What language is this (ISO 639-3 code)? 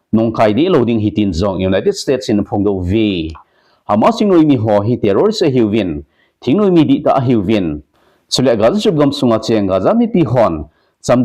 tcz